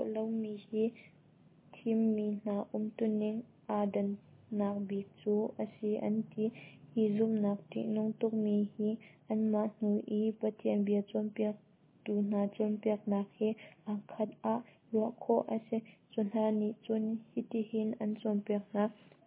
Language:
Hakha Chin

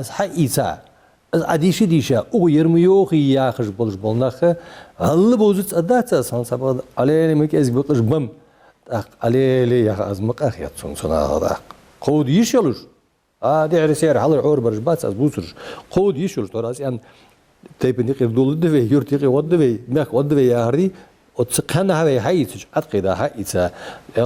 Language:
Ingush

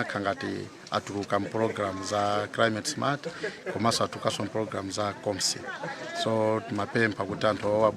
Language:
Nyanja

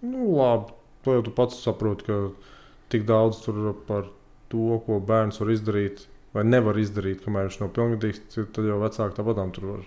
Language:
Latvian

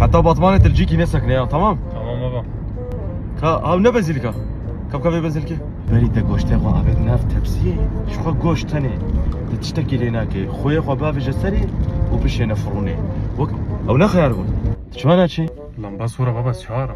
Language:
Kurdish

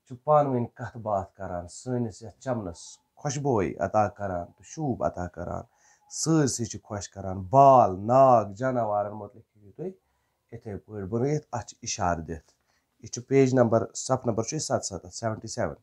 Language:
Kashmiri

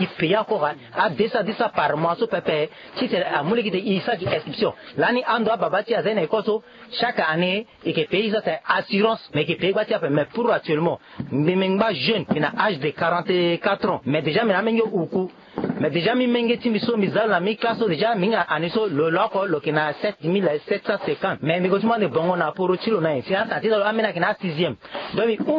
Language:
Sango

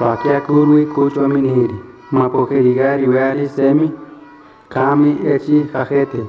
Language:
Central Tarahumara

